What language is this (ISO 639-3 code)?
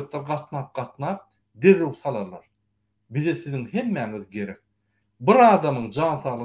tuk